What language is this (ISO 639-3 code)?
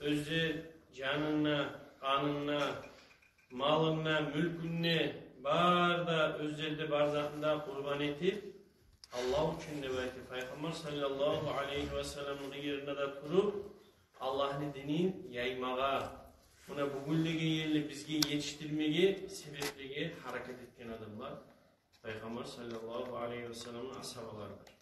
kum